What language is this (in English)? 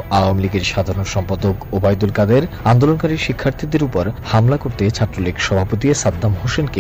Bangla